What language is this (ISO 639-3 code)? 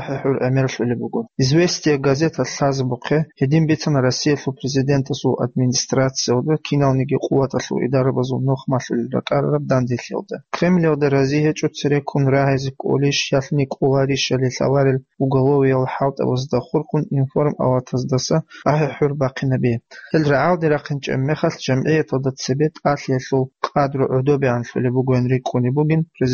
ava